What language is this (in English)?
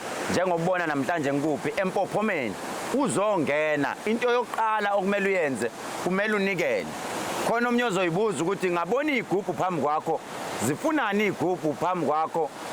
Zulu